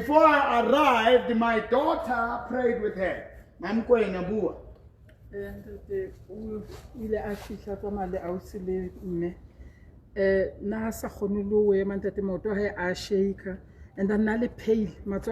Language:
Southern Sotho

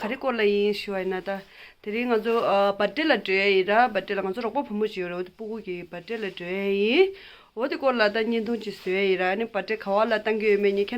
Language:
Tibetan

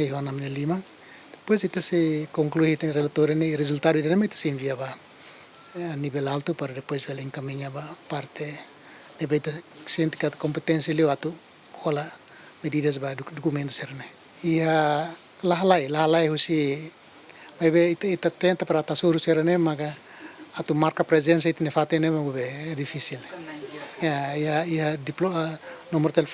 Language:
Tetum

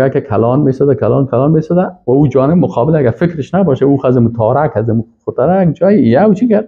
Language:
Persian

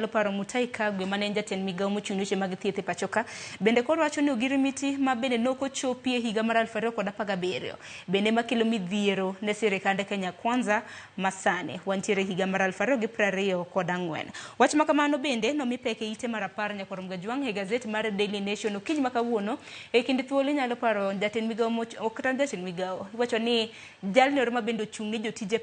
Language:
Luo (Kenya and Tanzania)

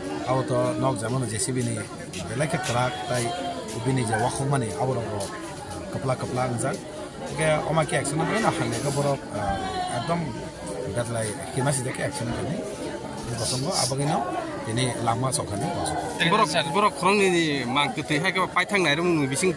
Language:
Kok Borok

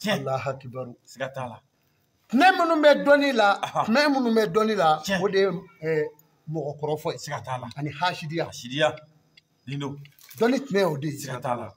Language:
Bambara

